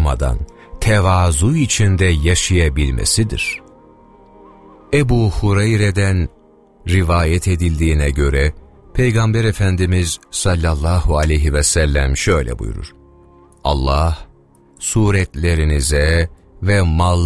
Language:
Turkish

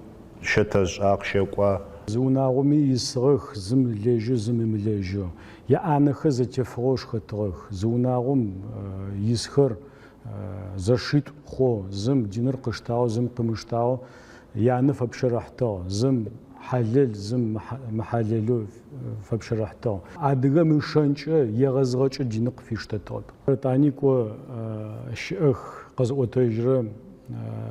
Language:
Adyghe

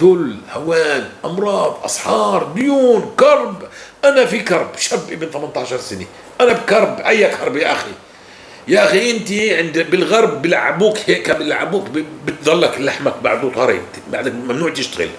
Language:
North Levantine Arabic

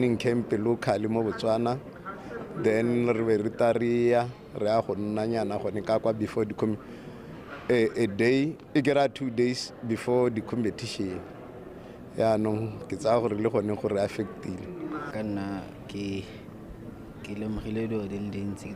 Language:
Tswana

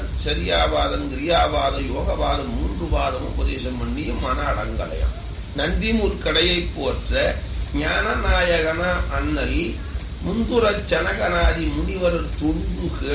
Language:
Tamil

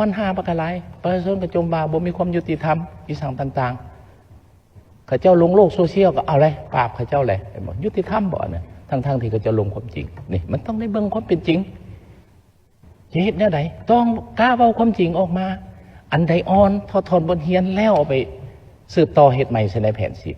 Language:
Lao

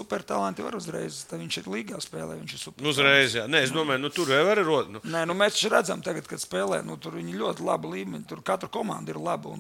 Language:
Latvian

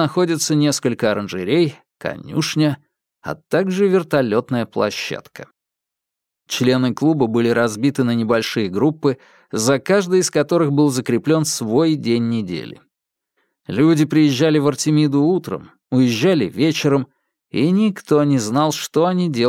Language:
Russian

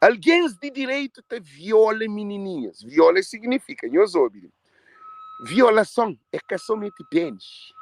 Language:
Kabuverdianu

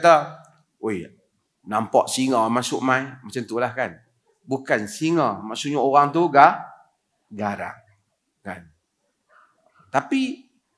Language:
Malay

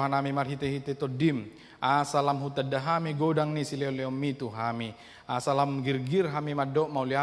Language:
Batak Toba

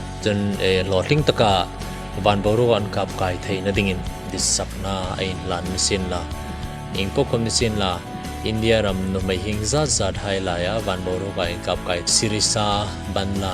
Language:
Hmar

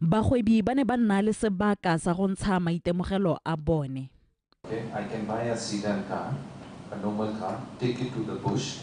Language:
Tswana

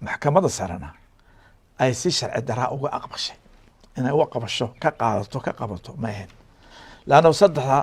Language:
Somali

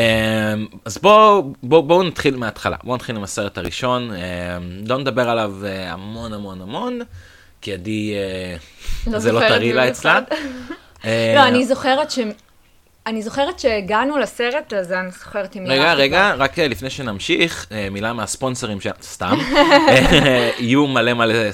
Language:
Hebrew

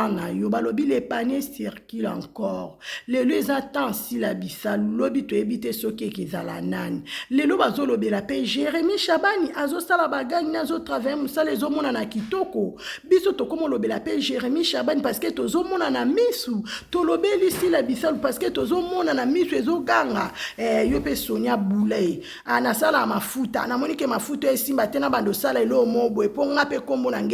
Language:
Lingala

